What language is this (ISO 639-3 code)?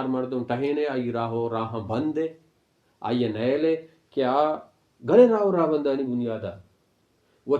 bal